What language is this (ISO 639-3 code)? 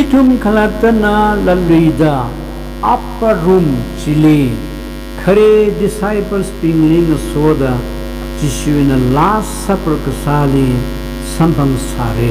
nmf